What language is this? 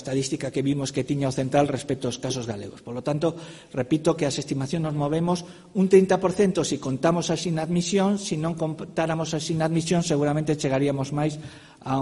Galician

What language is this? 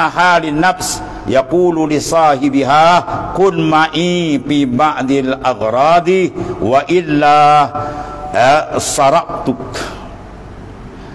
Malay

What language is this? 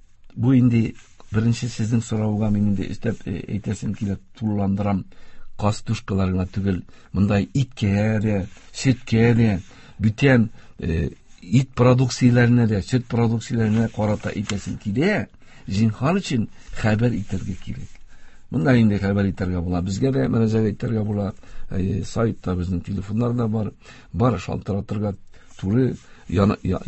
Tatar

